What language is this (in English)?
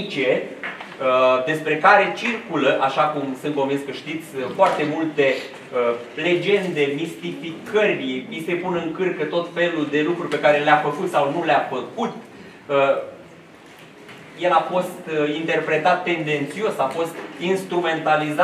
Romanian